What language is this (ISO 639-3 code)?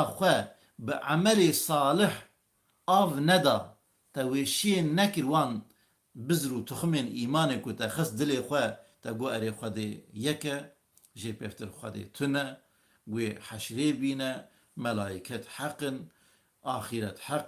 kur